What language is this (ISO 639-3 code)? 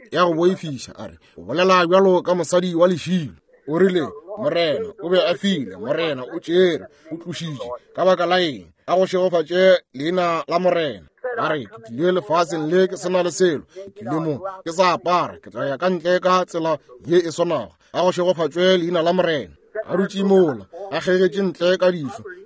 nso